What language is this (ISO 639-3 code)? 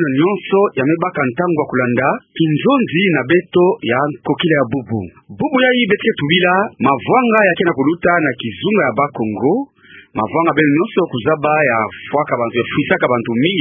ktu